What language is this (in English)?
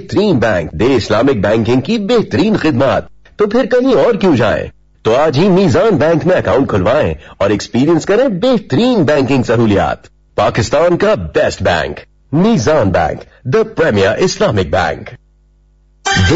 Urdu